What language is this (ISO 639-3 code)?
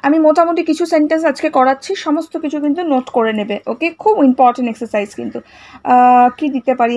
ben